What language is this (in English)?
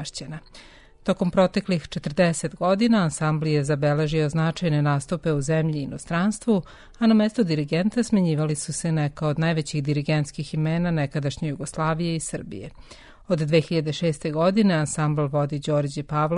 Serbian